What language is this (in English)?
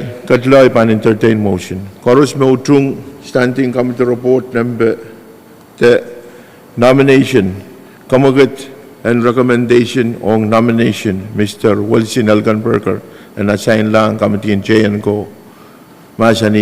Pohnpeian